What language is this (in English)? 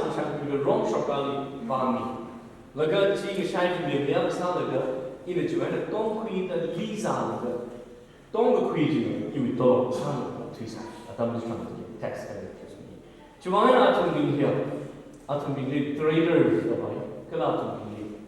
Tangkhul Naga (India)